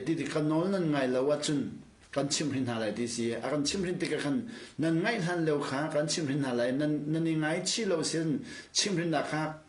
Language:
Hakha Chin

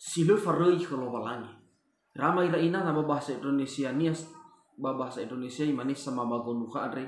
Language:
Nias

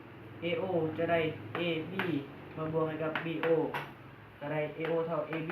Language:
Lao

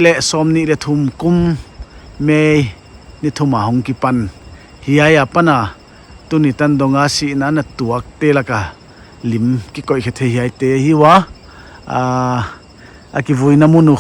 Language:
Paite Chin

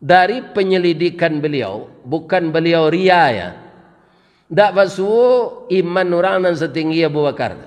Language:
Minangkabau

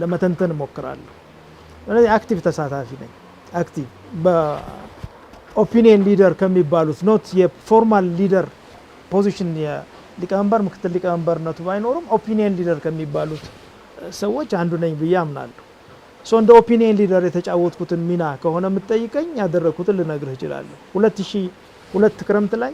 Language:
Amharic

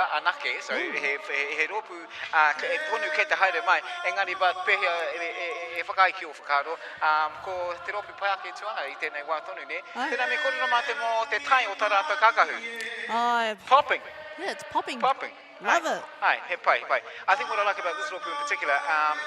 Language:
Māori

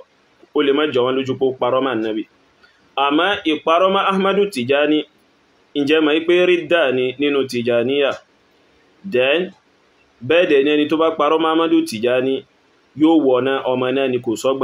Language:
Yoruba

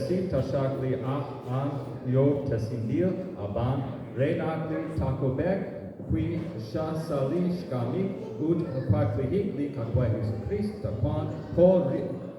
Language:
Kekchí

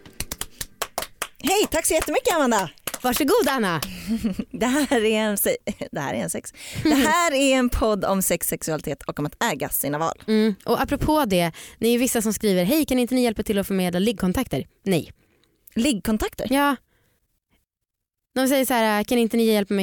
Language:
Swedish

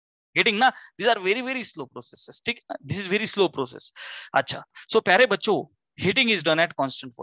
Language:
Marathi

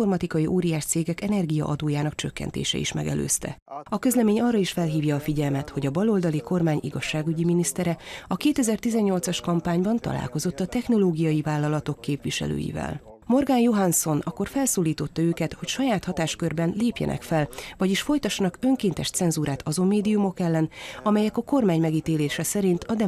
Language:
Hungarian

